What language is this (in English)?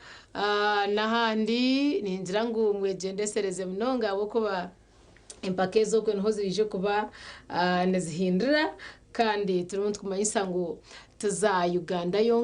Nyankole